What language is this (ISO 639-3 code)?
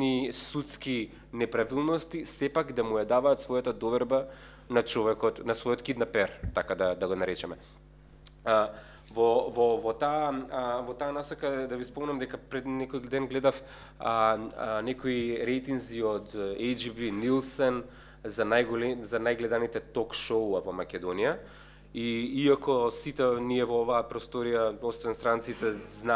mkd